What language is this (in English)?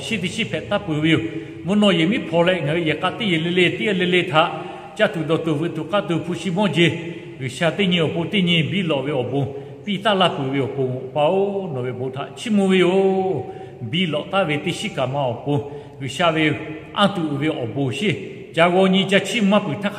Lahu